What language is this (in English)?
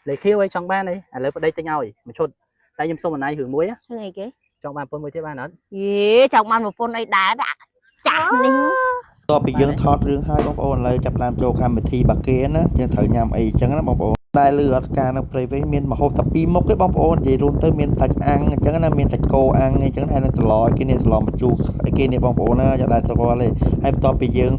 Khmer